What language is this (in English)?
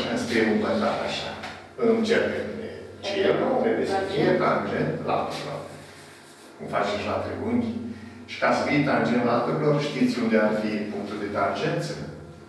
Romanian